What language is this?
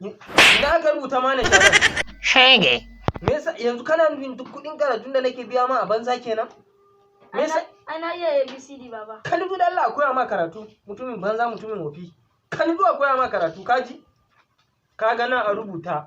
Hausa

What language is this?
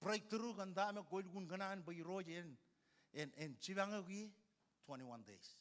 Marshallese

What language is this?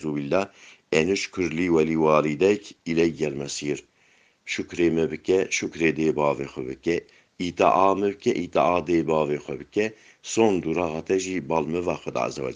Kurdish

